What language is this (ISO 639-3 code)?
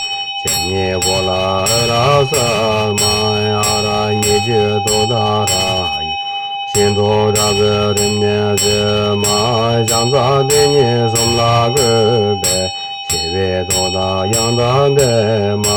bod